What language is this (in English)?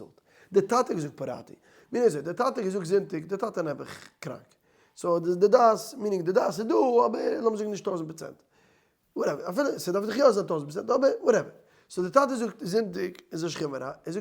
Yiddish